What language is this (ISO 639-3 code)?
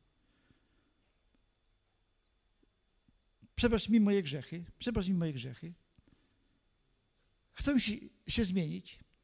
pol